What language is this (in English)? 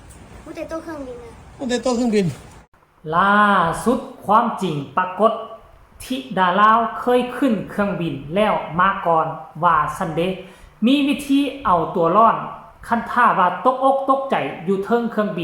Northeastern Thai